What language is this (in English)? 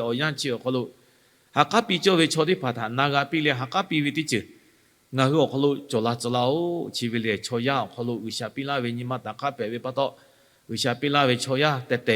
Lahu